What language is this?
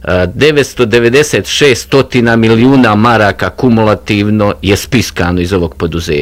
Bosnian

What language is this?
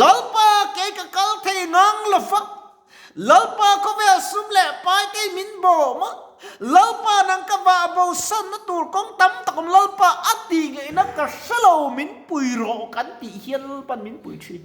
Mizo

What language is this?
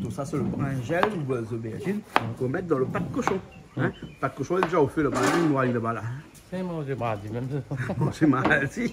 Réunion Creole French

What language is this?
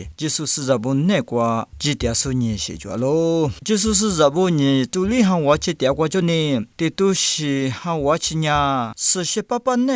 Lisu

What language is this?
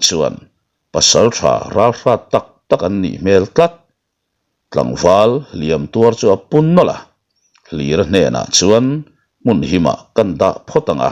Mizo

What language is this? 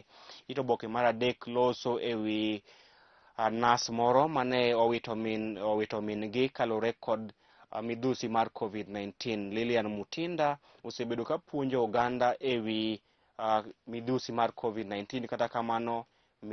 Luo (Kenya and Tanzania)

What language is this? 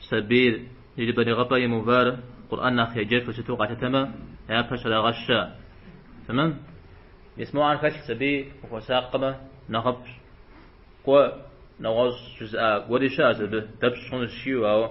Kabardian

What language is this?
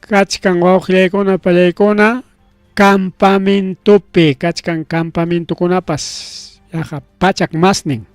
Ayacucho Quechua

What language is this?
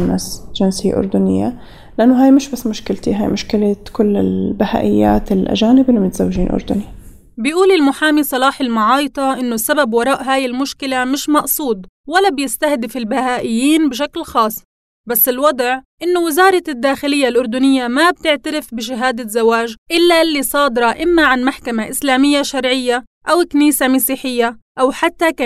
North Levantine Arabic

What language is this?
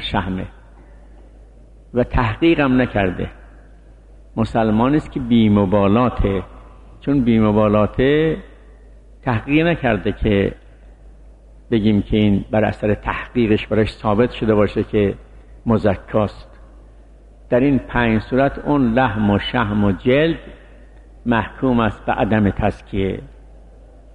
Persian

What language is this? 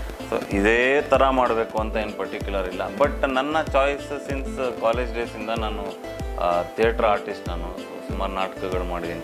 Kannada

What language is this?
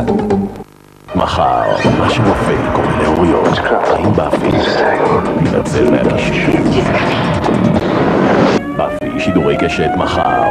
Hebrew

